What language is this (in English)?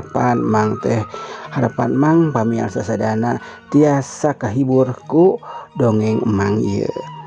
Sundanese